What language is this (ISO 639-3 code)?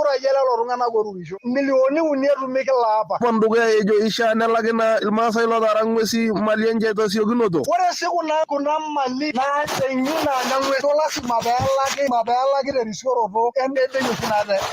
mas